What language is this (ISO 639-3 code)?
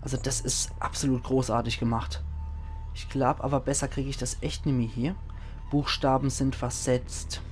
pfl